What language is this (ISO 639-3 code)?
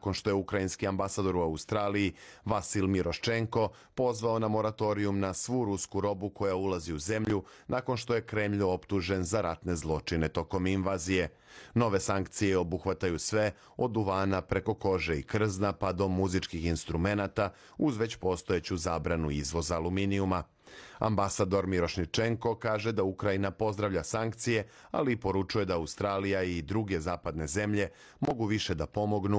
srp